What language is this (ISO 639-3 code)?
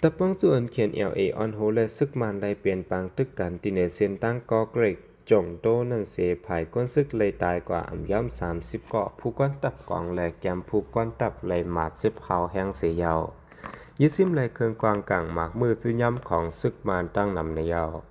shn